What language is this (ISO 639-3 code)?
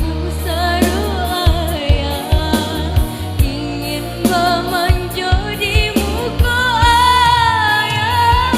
min